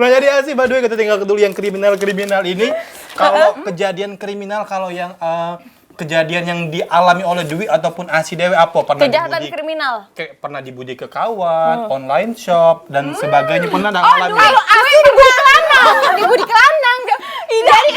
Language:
Musi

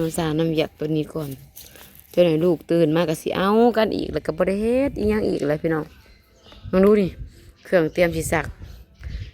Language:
Northeastern Thai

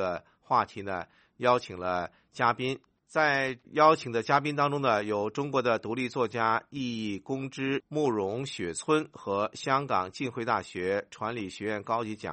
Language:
Chinese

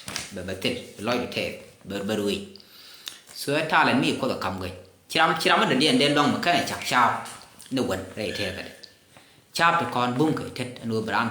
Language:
Nuer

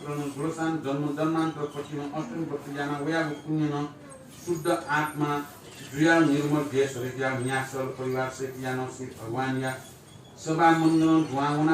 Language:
Newari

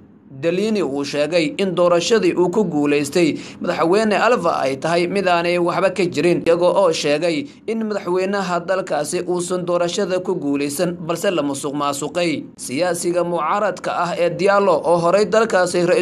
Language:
Somali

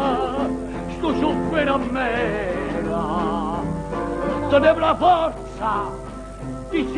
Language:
Neapolitan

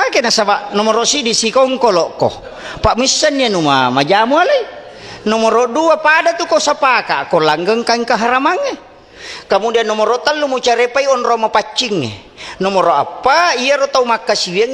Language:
Buginese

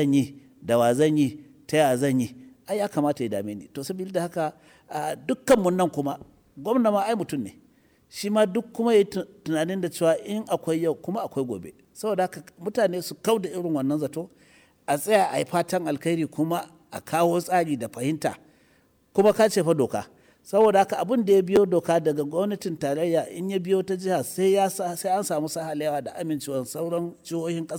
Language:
Hausa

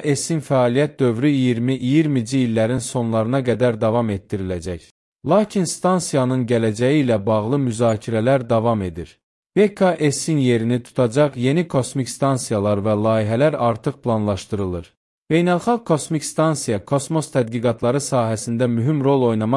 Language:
Azerbaijani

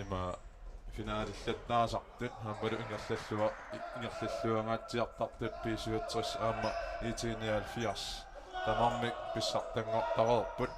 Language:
Kalaallisut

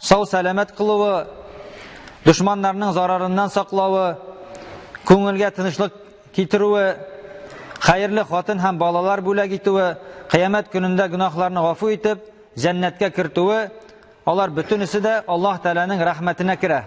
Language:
Tatar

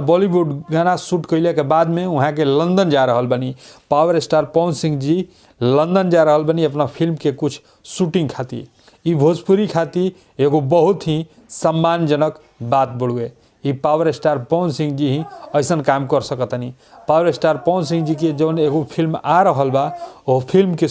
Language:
Bhojpuri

